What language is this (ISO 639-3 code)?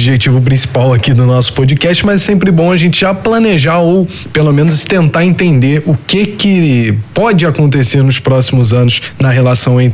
por